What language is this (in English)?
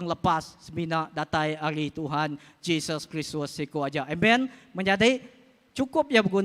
Iban